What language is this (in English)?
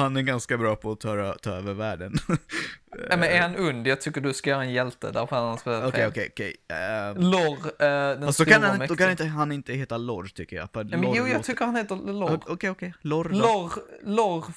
Swedish